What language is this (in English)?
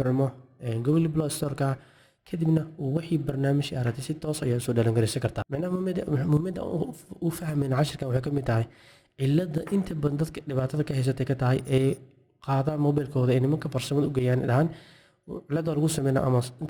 Somali